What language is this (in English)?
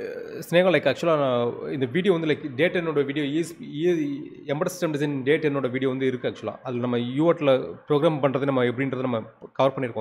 Tamil